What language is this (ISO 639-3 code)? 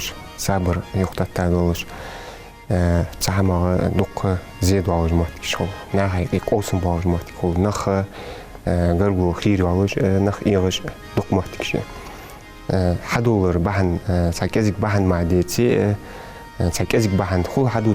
inh